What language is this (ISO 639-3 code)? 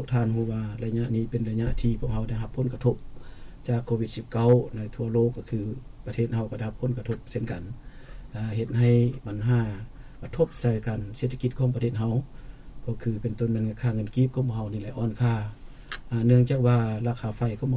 lao